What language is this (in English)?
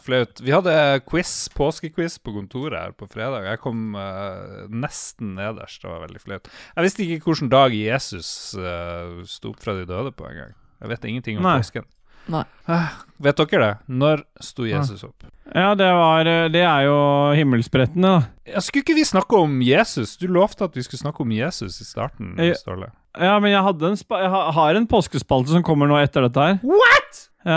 Norwegian